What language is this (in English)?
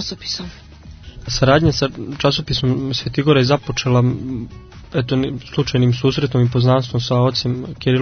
Serbian